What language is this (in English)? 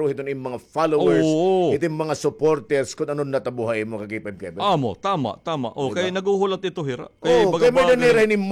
Waray